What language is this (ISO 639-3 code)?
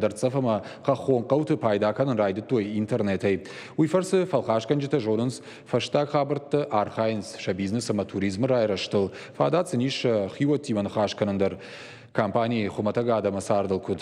oss